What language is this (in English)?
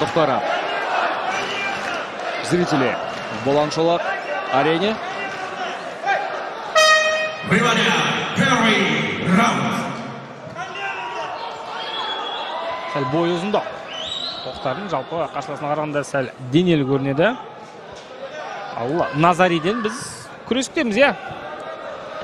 Kazakh